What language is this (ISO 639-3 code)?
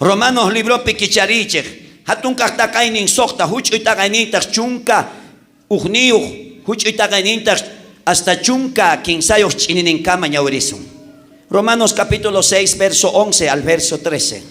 quh